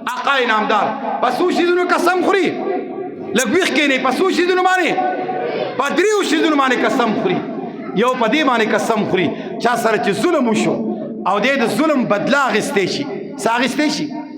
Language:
Pashto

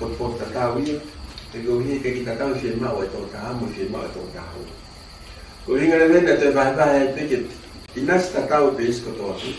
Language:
Tongan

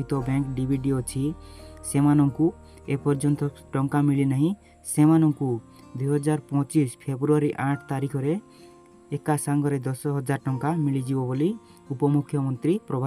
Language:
Odia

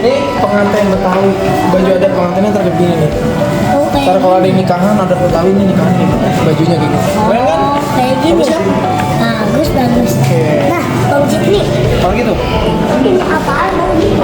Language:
Betawi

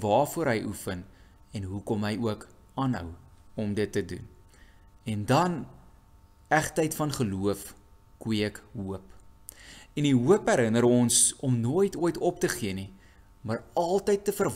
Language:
Afrikaans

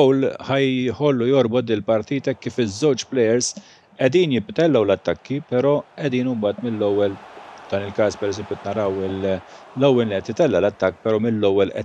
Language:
Maltese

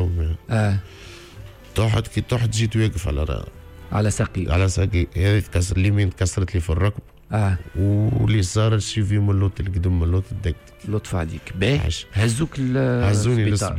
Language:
Tunisian Arabic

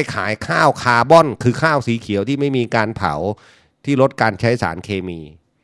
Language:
Thai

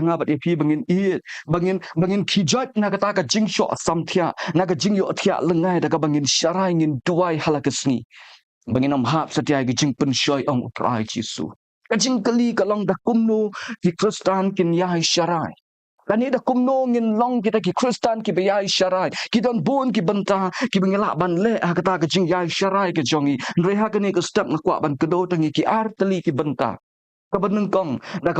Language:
Khasi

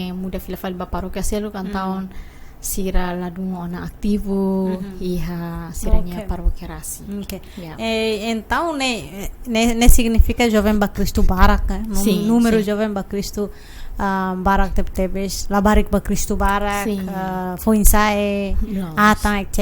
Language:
Tetum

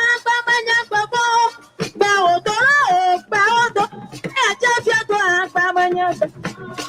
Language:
Ewe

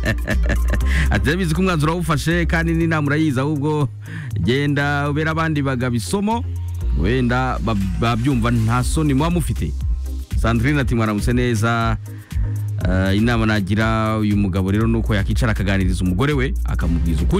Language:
Kinyarwanda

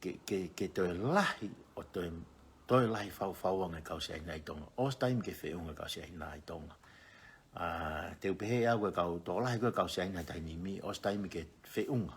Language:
Tongan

